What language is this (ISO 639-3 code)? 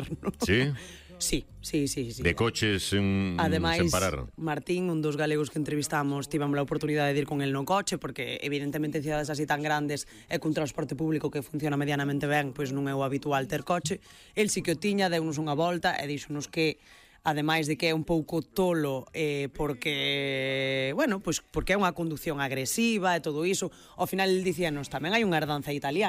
glg